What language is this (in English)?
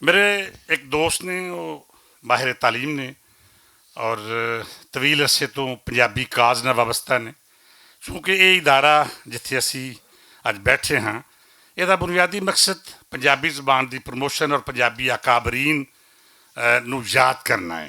Western Panjabi